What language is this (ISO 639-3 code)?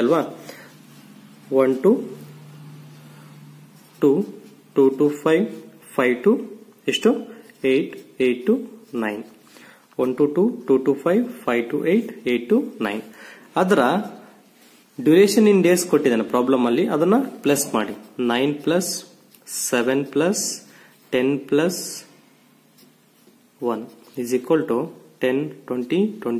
kan